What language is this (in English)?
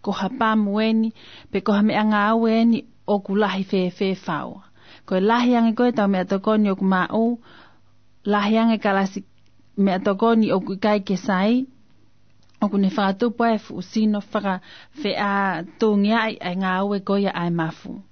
Tongan